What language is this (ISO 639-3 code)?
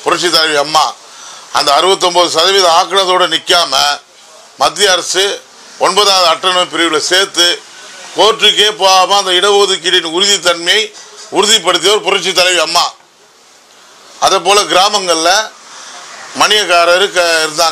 tam